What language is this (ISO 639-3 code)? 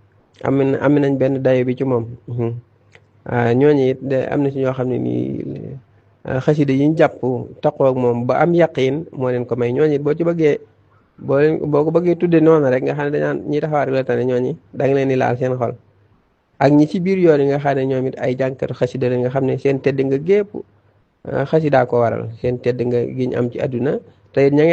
wol